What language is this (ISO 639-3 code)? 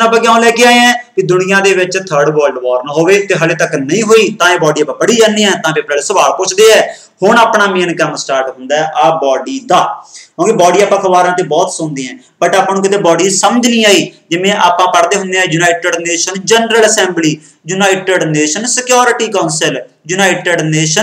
pan